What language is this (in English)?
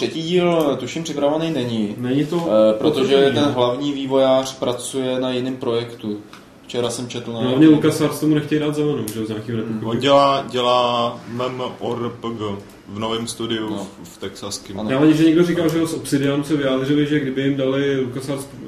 Czech